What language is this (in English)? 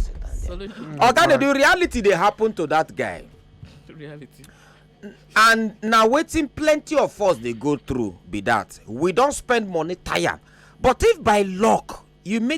Nigerian Pidgin